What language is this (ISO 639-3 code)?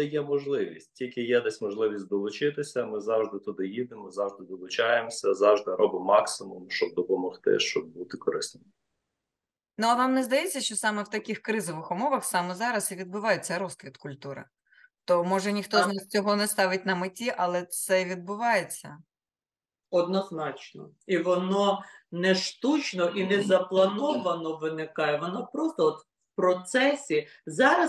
ukr